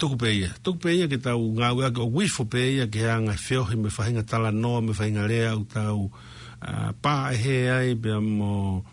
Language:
Tongan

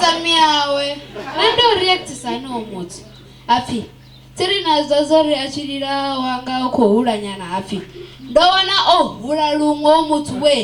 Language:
Venda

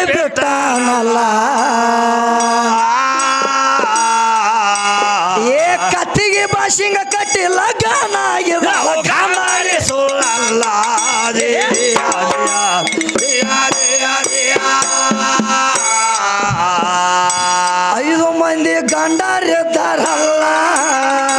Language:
Kannada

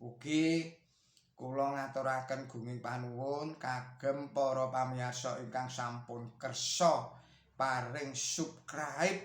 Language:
Javanese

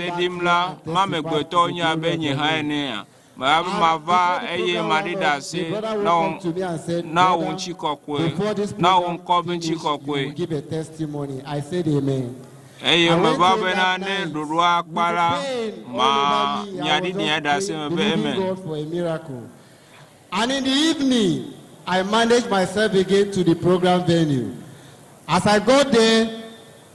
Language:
Ewe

